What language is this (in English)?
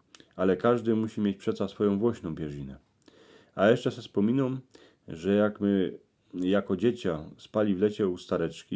Silesian